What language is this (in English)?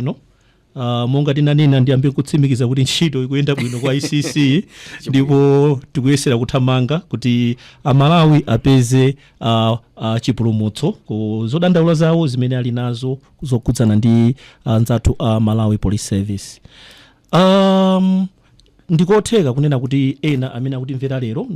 Nyanja